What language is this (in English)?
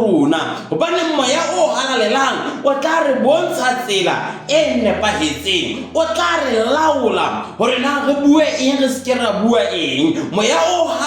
Southern Sotho